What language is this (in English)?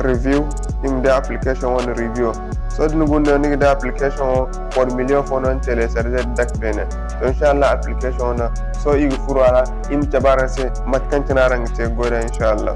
Zarma